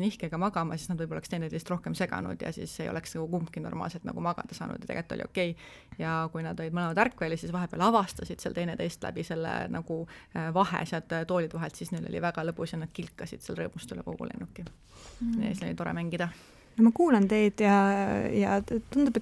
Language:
Estonian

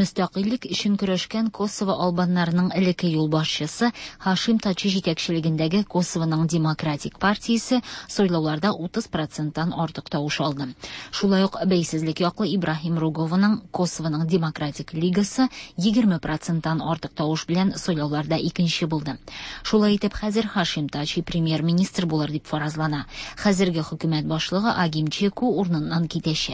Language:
Tatar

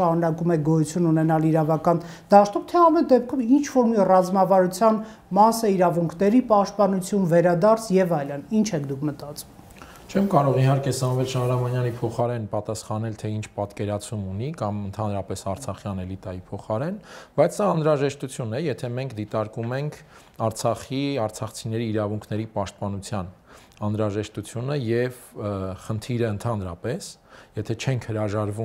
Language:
Armenian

